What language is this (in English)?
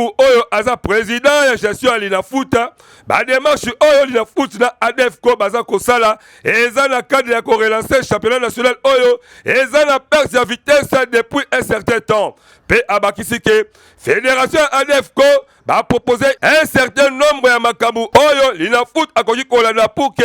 Lingala